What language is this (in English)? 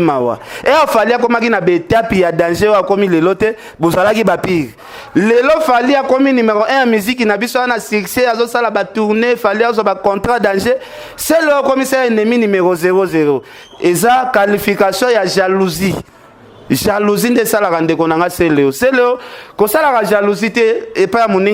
Lingala